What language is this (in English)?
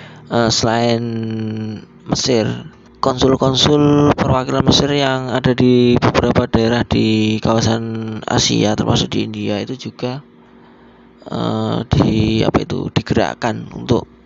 Indonesian